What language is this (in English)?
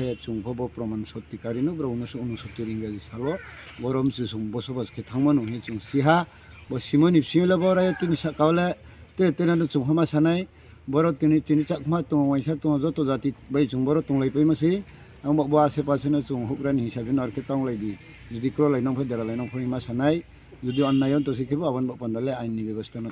Riang (India)